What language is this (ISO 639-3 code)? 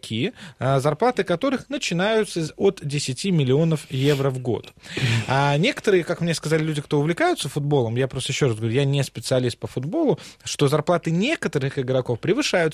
rus